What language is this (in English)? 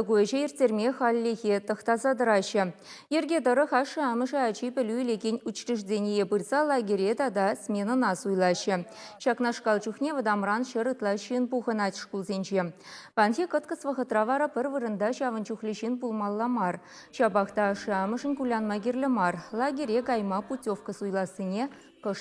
Chuvash